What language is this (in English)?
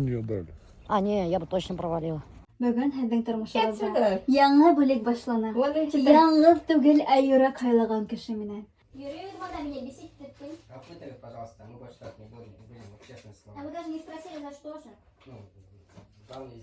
Bashkir